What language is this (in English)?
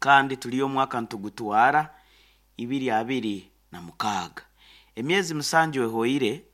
Nyoro